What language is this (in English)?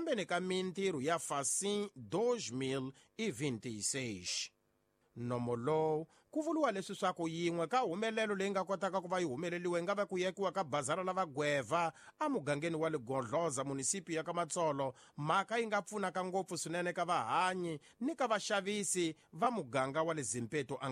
Tsonga